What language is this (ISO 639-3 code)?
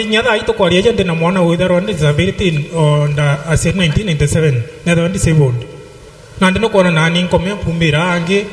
mer